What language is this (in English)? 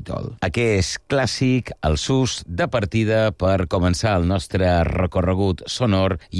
Catalan